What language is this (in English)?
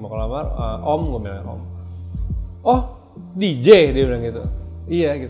Indonesian